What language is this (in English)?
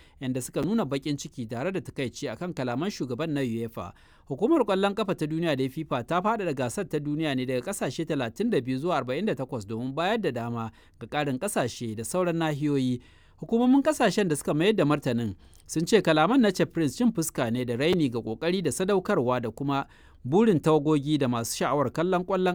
Hausa